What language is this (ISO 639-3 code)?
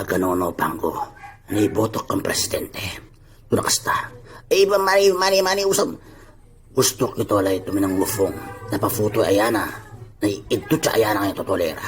itv